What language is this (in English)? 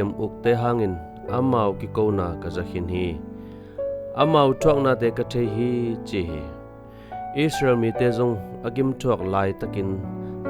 Tedim Chin